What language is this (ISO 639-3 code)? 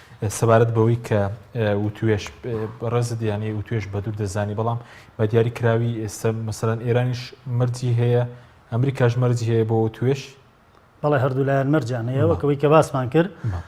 ckb